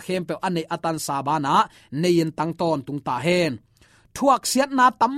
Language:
Tedim Chin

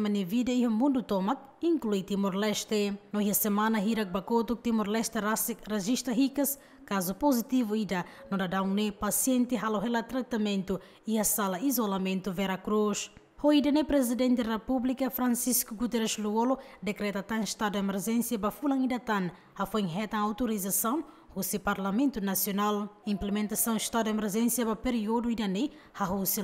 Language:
Tetum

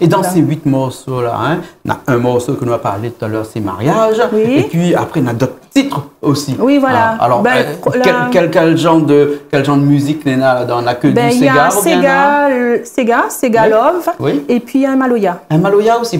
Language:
Réunion Creole French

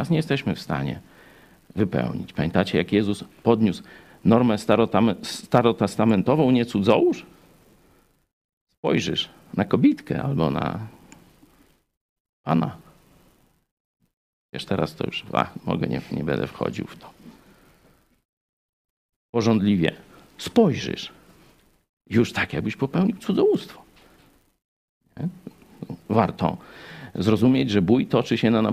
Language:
Polish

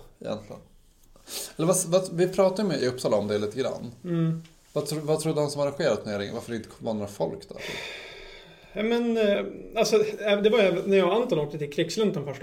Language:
Swedish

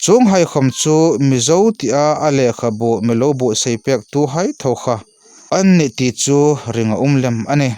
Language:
Hmar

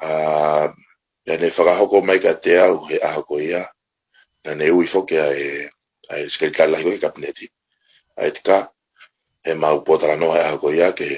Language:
Tongan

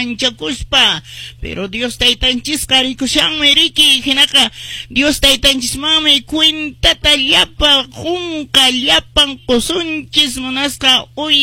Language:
Quechua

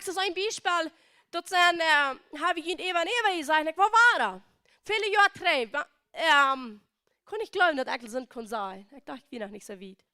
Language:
Plautdietsch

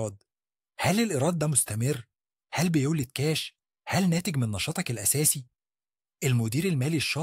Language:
Egyptian Arabic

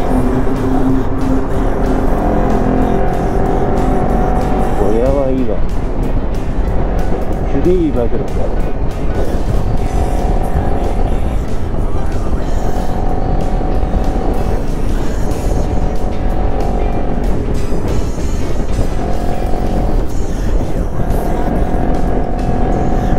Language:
Japanese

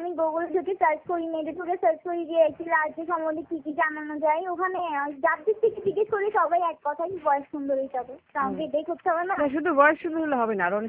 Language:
Bangla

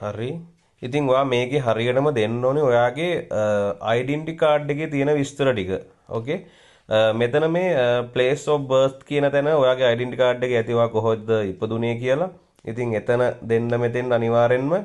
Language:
Sinhala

